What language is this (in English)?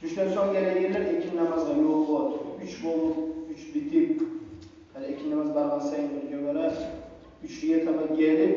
Kumyk